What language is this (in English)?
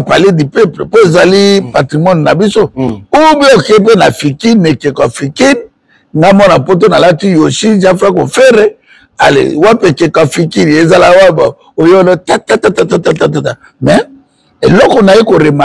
Lingala